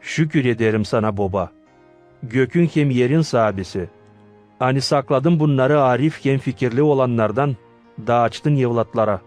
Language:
Gagauz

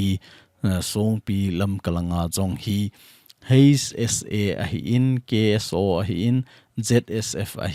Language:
Thado Chin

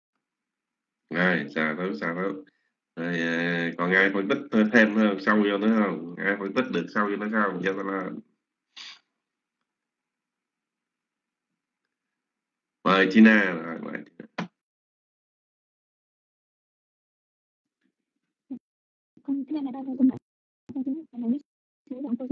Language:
Vietnamese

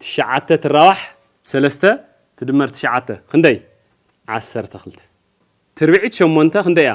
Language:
Tigrinya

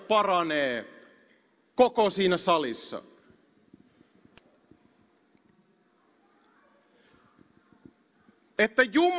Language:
Finnish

